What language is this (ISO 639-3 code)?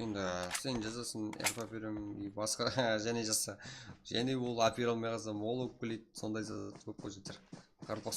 kaa